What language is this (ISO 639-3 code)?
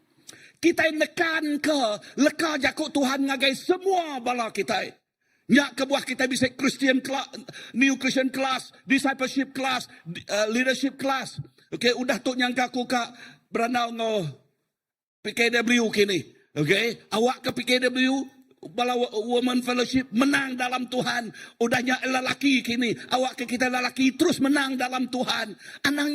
iba